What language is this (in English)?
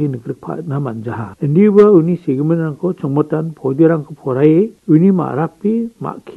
Garo